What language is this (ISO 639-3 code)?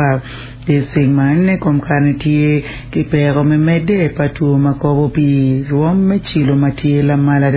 ach